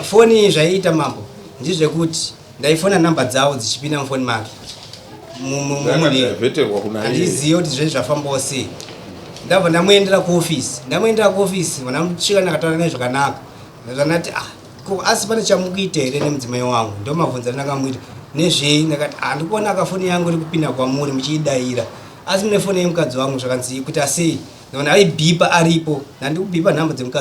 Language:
Shona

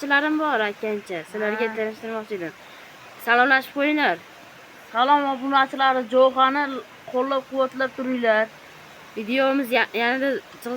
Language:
Uzbek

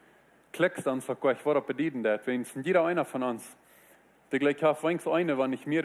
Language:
Plautdietsch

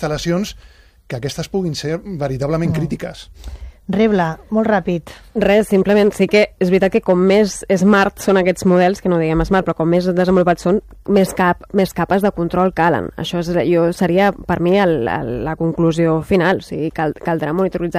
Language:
Catalan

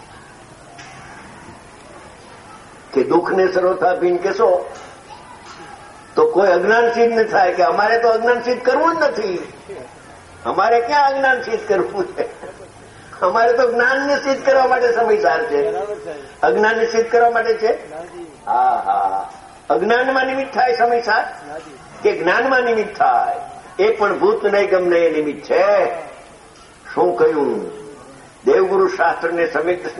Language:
Gujarati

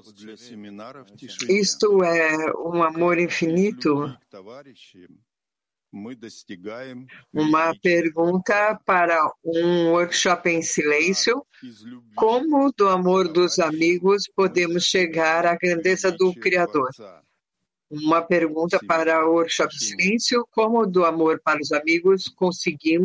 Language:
Portuguese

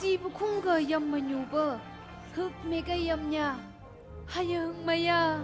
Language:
Phom Naga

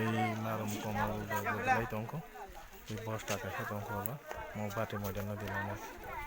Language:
Kok Borok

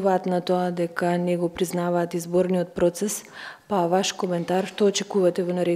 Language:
Macedonian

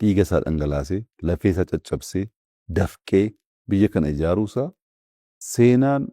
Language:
Oromo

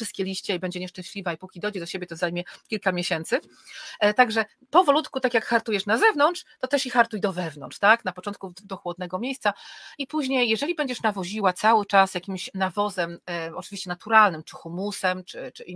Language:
Polish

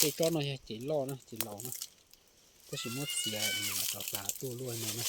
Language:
Hmong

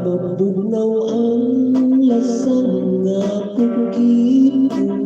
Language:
Hiligaynon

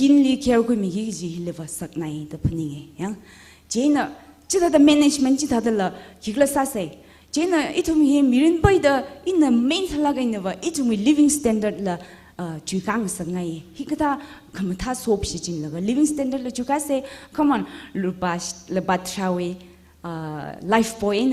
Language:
Tangkhul Naga (India)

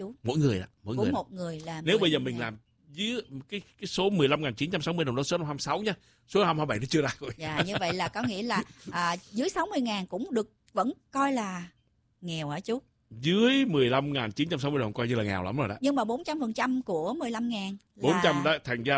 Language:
Vietnamese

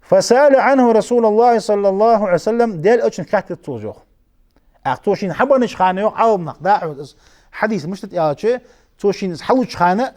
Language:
Ingush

